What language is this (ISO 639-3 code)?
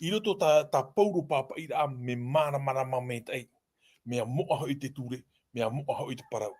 tah